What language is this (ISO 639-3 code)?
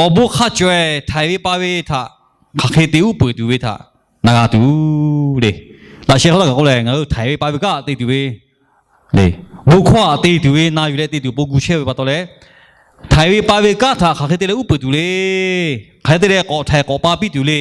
lhu